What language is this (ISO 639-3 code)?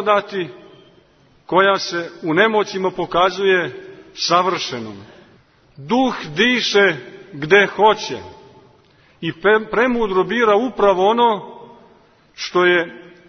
srp